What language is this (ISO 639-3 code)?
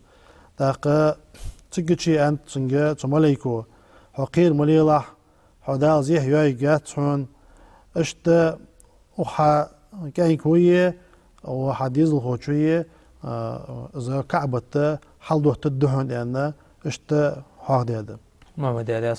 inh